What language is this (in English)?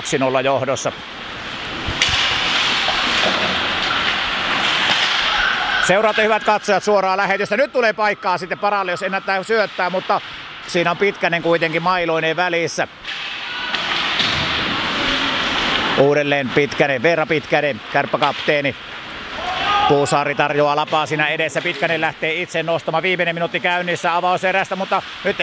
Finnish